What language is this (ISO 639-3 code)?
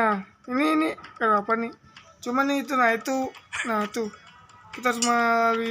bjn